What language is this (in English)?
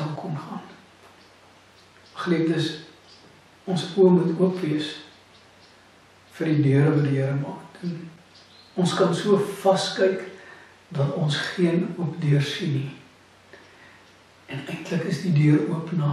Afrikaans